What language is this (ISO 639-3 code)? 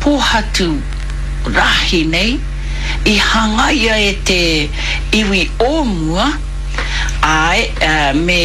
mri